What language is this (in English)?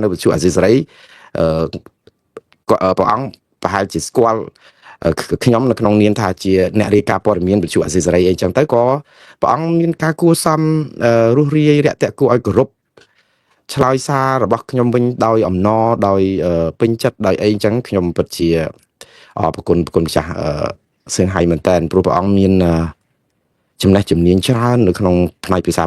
Khmer